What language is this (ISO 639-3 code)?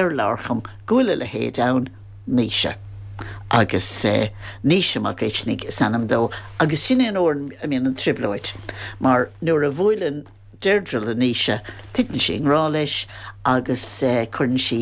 gle